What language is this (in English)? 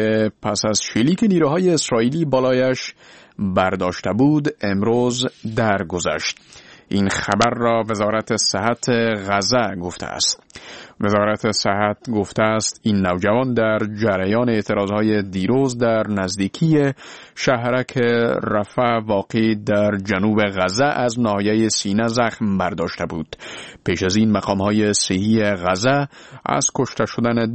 Persian